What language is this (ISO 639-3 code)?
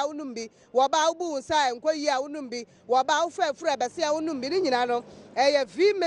aka